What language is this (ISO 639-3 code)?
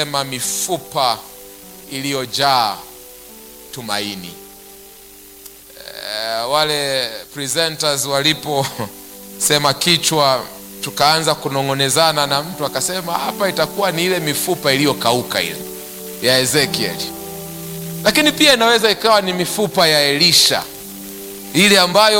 swa